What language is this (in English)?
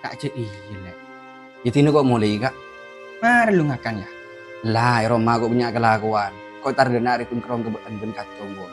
Madurese